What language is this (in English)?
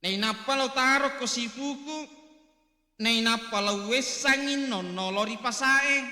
Buginese